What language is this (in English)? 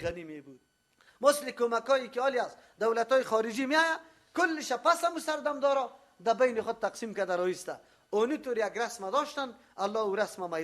Persian